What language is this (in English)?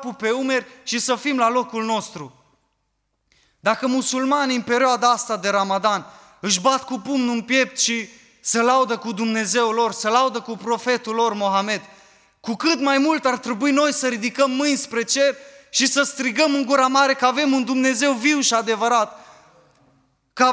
Romanian